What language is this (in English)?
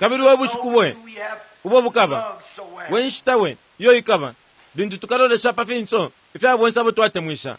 Bemba